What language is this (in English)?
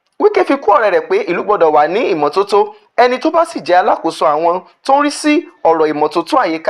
Yoruba